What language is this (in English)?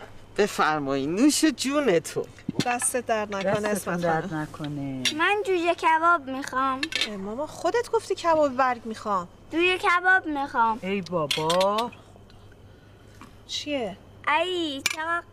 Persian